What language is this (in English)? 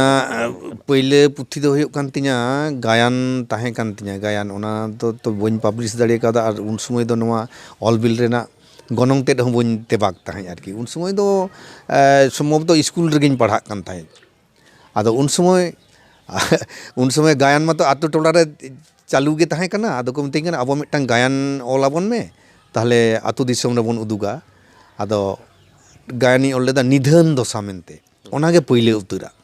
Santali